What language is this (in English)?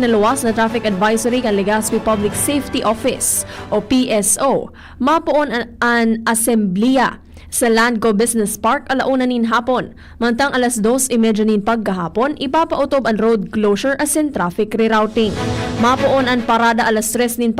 Bikol